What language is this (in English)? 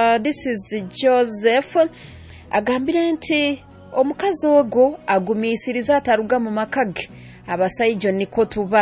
Nyoro